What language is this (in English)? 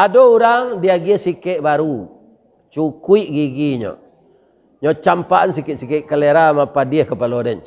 Minangkabau